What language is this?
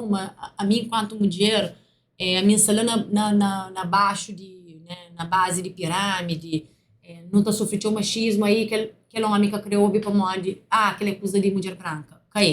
Kabuverdianu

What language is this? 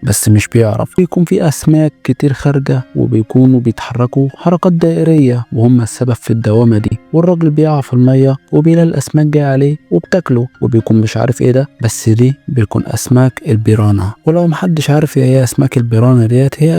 Egyptian Arabic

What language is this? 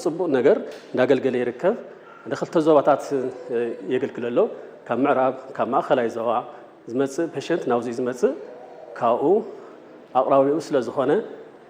Tigrinya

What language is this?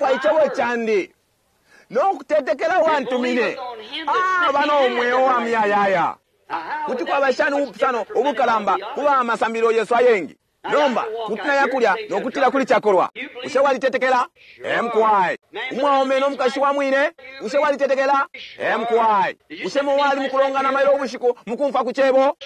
Bemba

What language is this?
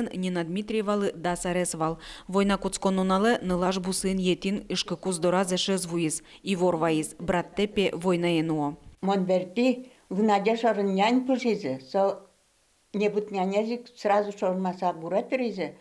Udmurt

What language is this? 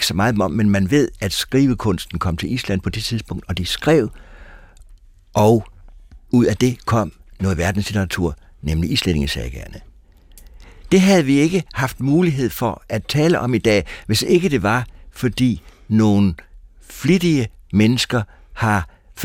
Danish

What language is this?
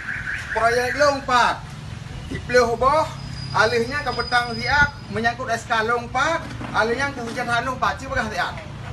Achinese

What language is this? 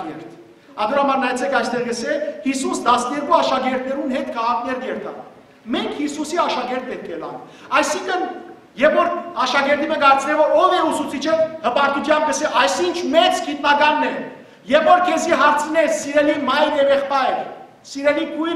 Western Armenian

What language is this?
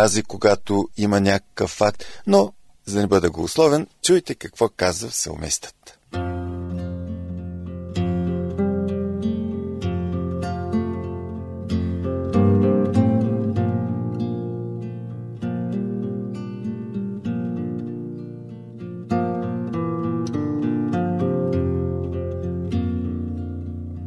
Bulgarian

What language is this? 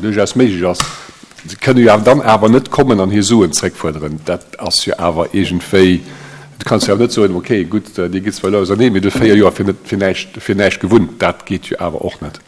Luxembourgish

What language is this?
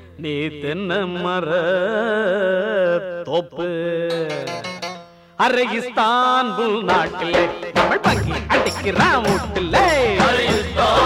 Tamil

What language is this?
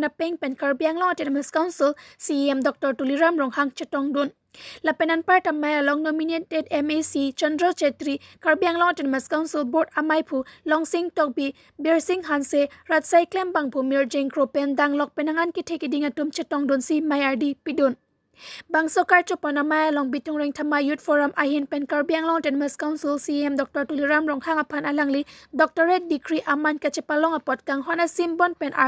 Karbi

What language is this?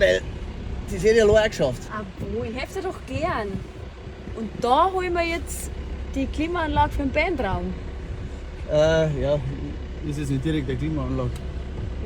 Bavarian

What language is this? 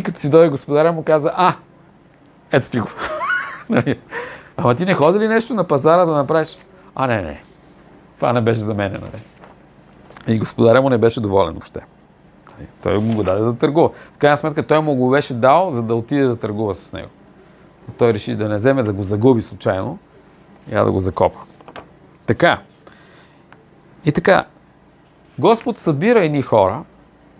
Bulgarian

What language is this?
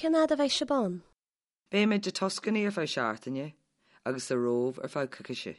Irish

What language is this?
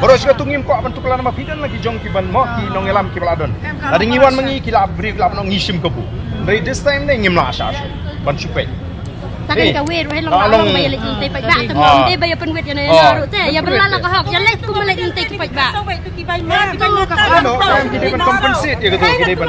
Khasi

